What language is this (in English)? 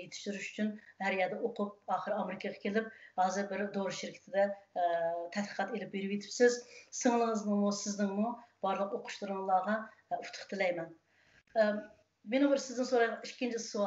Uyghur